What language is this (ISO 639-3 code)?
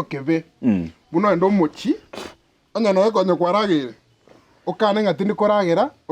guz